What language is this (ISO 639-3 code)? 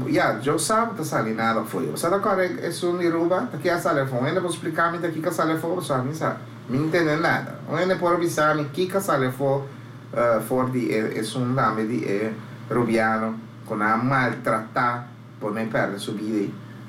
pap